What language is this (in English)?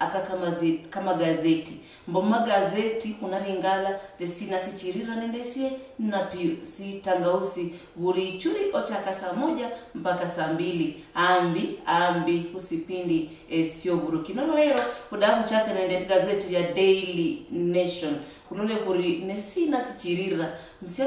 Luyia